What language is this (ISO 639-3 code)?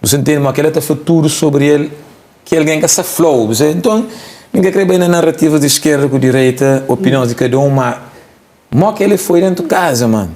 kea